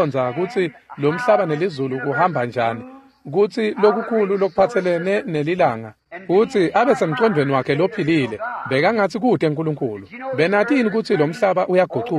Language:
Swati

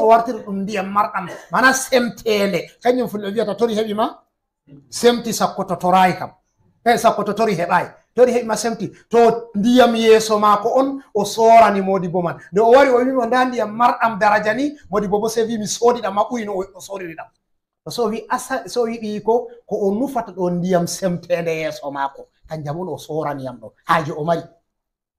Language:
Fula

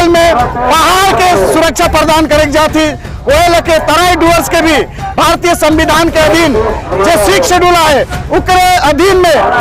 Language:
Sadri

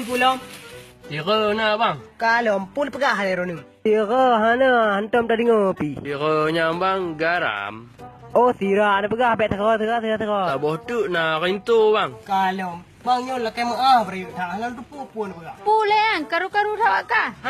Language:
Achinese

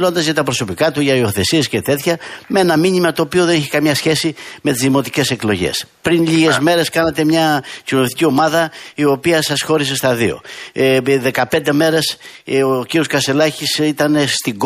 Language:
Greek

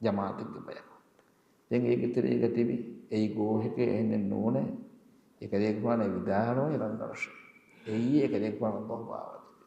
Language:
Divehi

